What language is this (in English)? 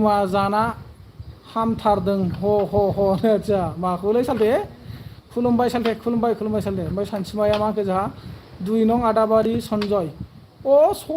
Bodo